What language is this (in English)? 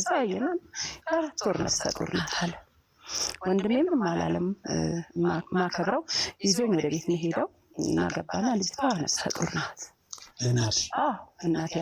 Amharic